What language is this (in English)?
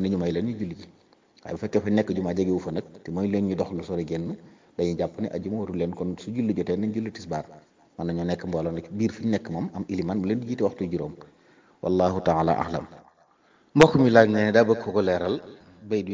Wolof